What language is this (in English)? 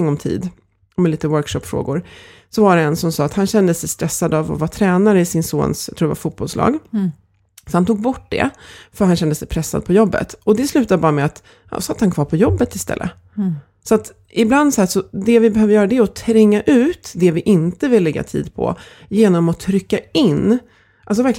Swedish